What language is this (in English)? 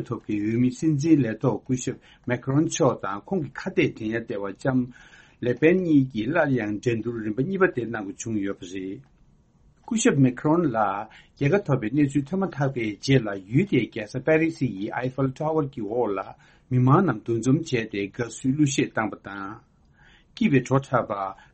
Tibetan